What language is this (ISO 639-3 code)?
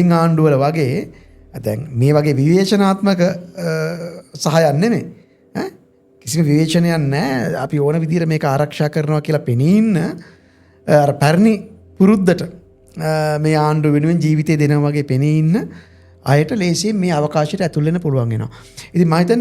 sin